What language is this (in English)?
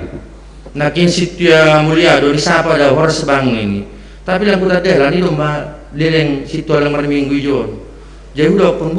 Batak Simalungun